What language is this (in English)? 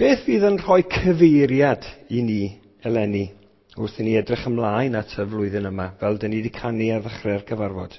Welsh